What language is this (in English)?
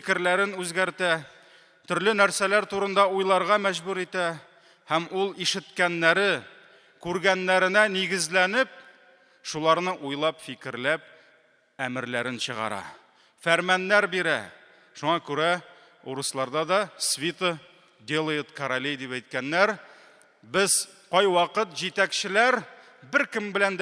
Tatar